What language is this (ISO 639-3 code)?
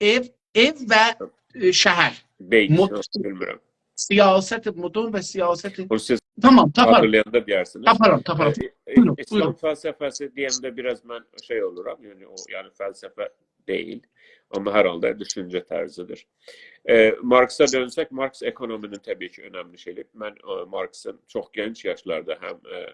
azb